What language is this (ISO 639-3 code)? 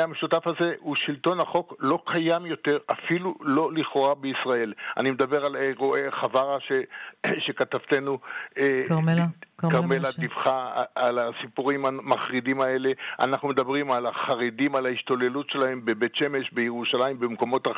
heb